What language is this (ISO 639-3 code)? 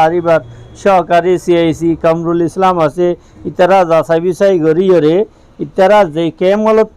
rhg